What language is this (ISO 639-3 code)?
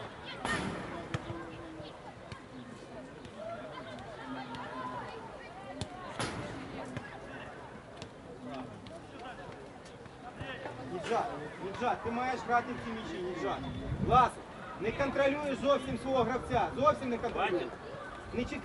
ukr